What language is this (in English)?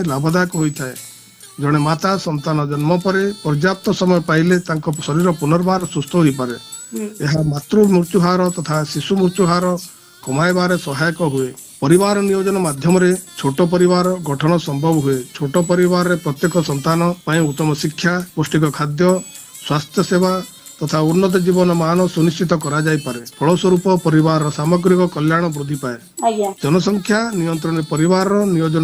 Odia